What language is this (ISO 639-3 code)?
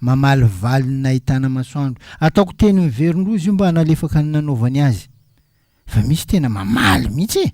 mlg